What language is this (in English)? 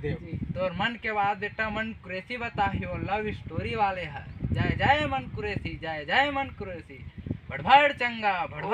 Chhattisgarhi